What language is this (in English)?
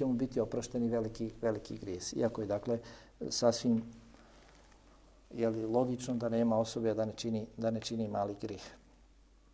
Bosnian